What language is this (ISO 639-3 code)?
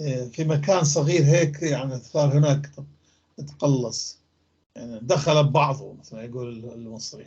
apc